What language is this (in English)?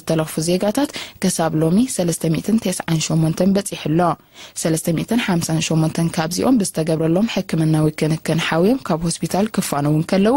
Tigrinya